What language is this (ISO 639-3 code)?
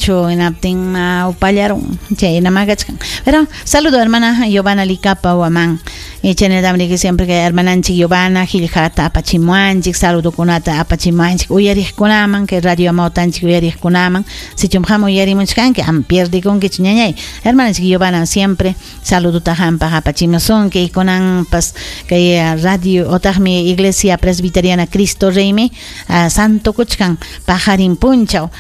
quy